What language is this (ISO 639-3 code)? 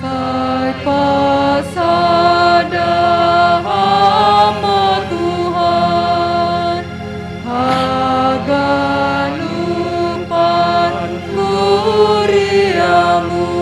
bts